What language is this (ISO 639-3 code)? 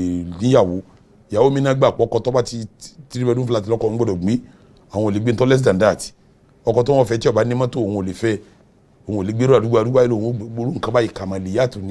yor